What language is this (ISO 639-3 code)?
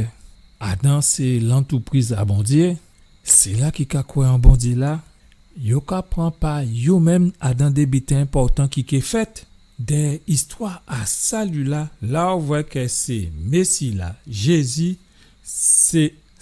gcf